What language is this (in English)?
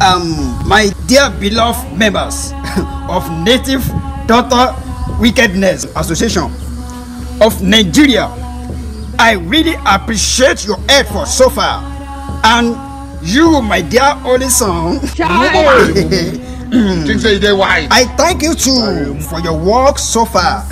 Nigerian Pidgin